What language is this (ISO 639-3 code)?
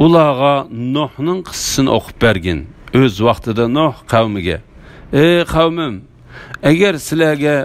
uig